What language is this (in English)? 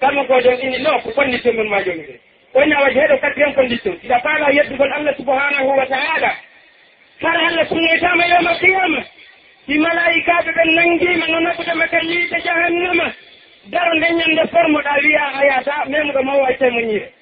Pular